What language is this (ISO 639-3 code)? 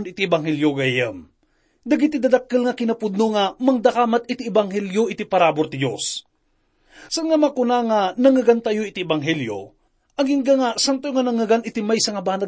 ilo